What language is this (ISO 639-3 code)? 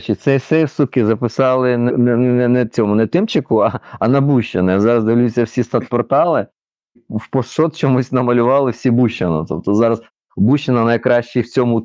ukr